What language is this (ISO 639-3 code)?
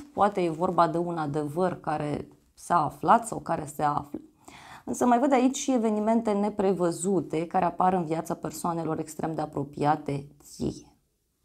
ron